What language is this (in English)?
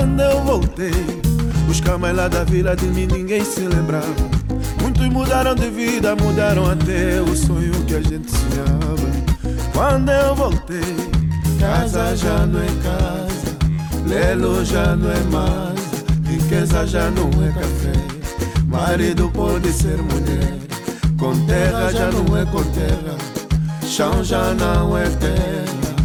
Portuguese